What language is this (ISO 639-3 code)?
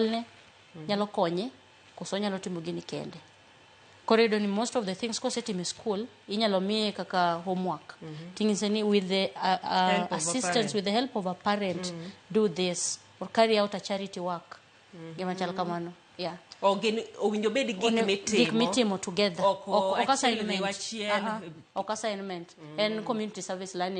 luo